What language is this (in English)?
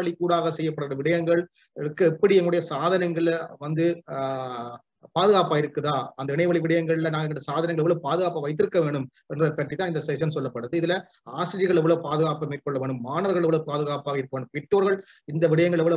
Tamil